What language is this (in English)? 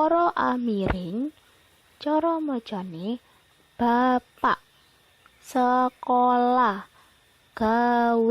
Javanese